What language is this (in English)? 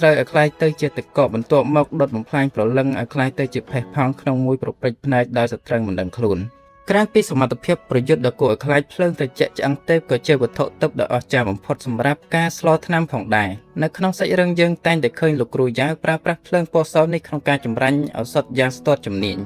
Khmer